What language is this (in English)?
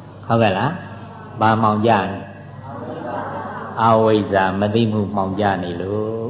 Burmese